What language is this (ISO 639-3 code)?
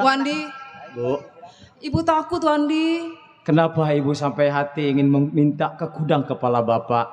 bew